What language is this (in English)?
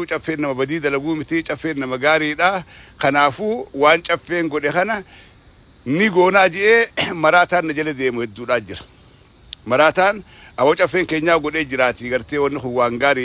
Oromo